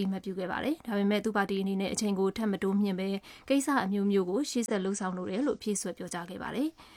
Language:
Burmese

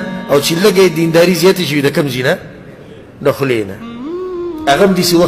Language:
Pashto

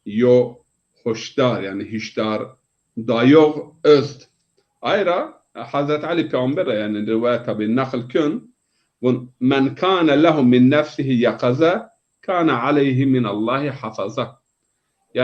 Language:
Zaza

